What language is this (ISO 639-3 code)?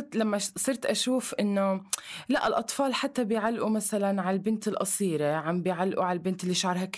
apc